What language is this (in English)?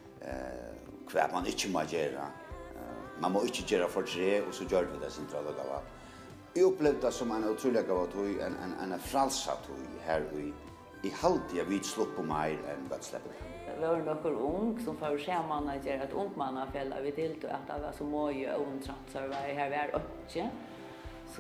Faroese